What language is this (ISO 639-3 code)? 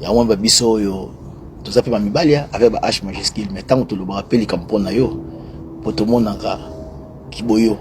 lin